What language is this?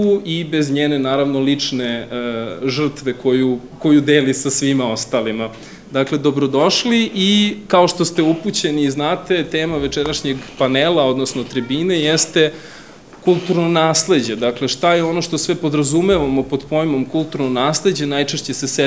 Serbian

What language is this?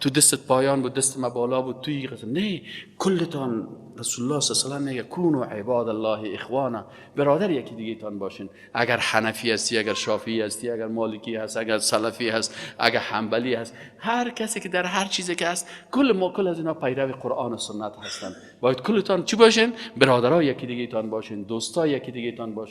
Persian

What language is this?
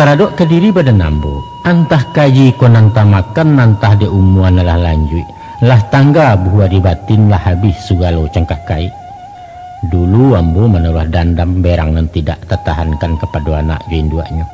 Minangkabau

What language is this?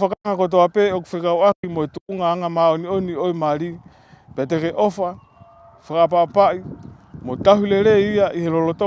Tongan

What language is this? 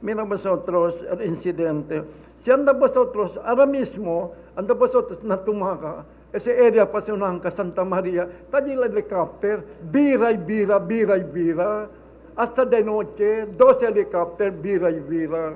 Chavacano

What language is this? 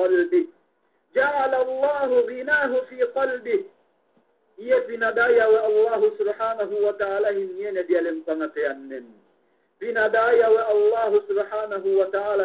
Yakan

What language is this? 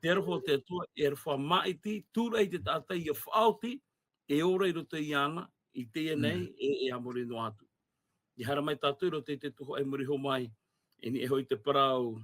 Tahitian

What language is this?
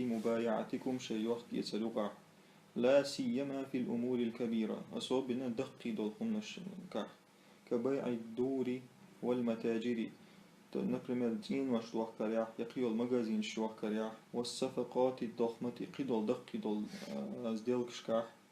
Chechen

